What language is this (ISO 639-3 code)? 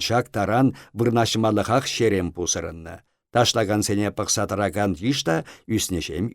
chv